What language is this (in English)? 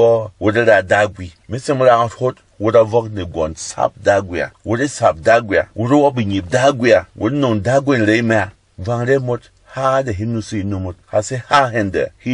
Berom